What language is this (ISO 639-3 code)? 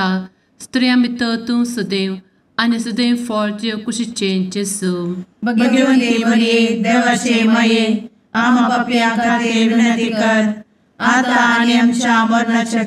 kok